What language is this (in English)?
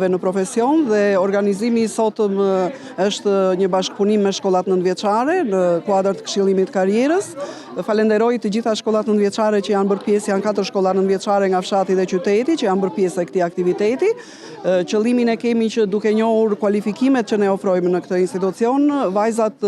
Albanian